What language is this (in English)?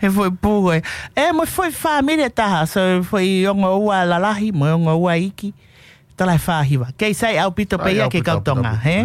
Tongan